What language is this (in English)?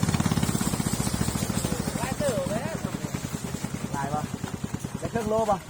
Lao